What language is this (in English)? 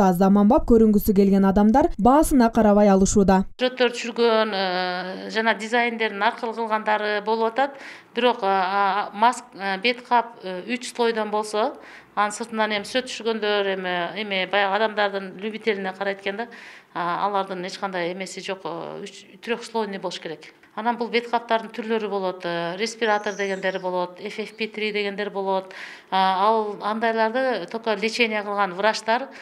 Kyrgyz